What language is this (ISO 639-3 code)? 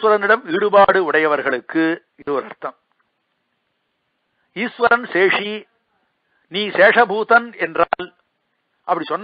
tam